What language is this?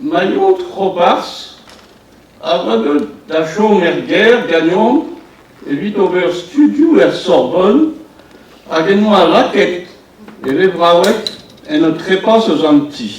Breton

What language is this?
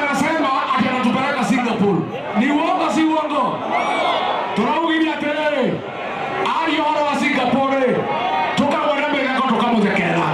Kikuyu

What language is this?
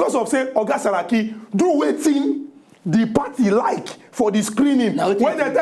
Nigerian Pidgin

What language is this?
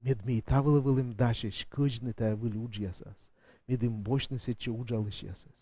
Komi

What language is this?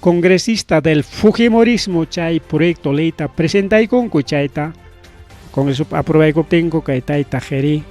Ayacucho Quechua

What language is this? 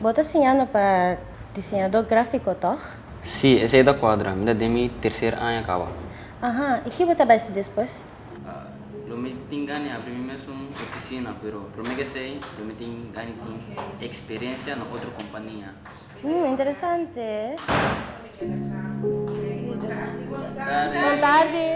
Papiamento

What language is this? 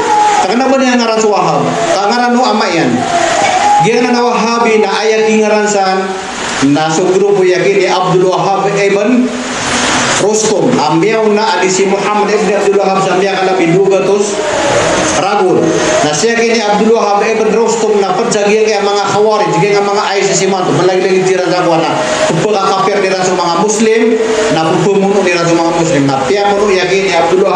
Maranao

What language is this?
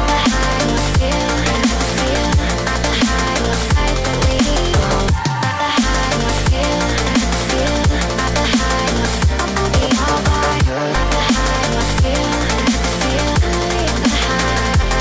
English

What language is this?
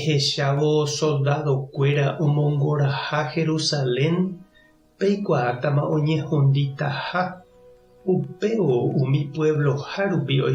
Guarani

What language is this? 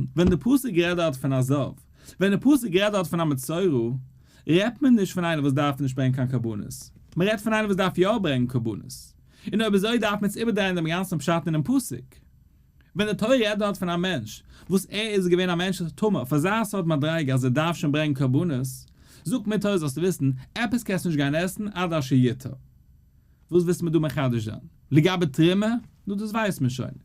Yiddish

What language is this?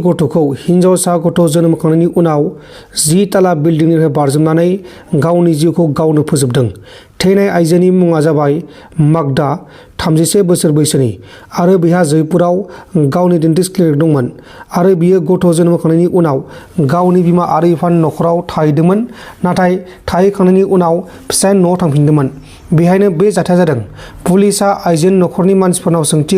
Bodo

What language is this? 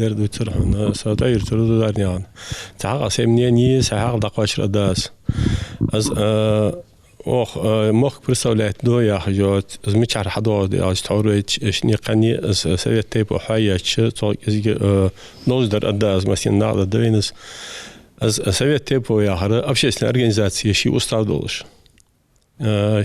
Ingush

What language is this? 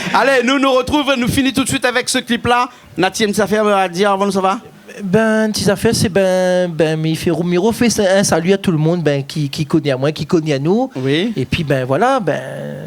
Réunion Creole French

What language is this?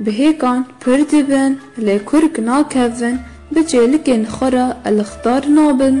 Kurdish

